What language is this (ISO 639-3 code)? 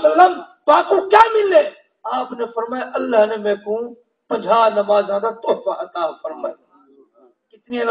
skr